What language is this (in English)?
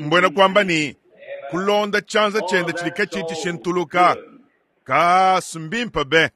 Luba-Lulua